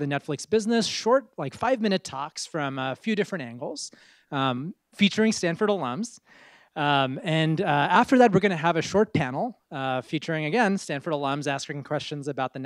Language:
English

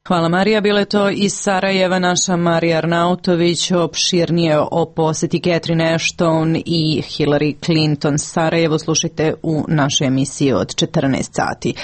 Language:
Serbian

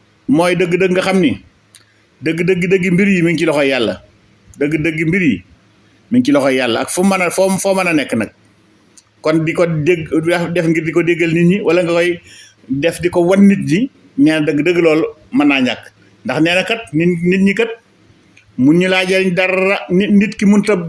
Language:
Wolof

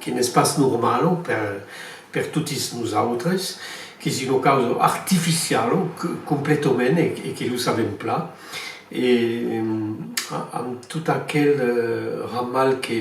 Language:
Occitan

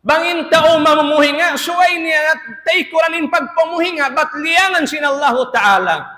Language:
Tausug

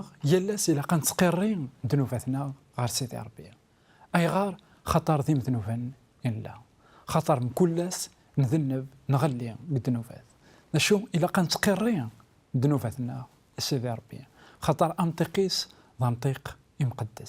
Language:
Kabyle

